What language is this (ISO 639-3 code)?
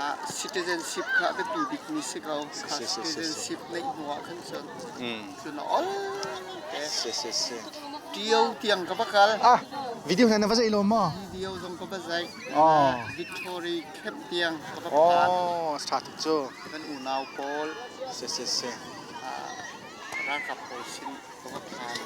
cnh